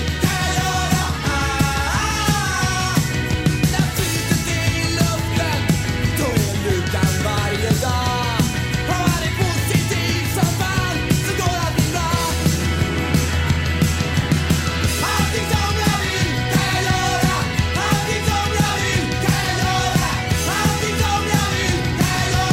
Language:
Swedish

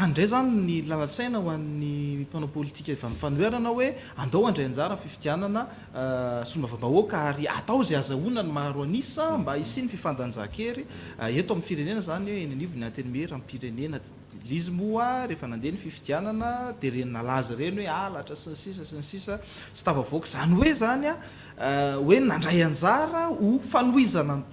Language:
Malagasy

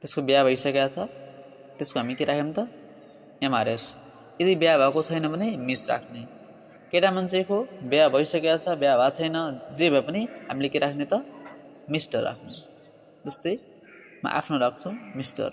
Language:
Nepali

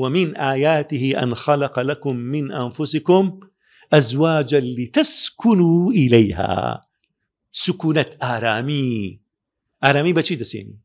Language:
Central Kurdish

